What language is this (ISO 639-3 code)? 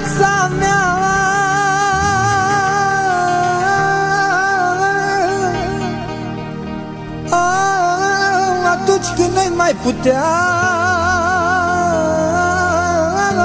ron